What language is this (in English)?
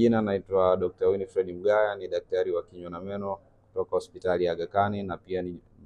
Swahili